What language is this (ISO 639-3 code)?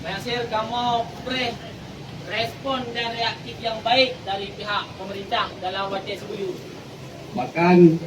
ace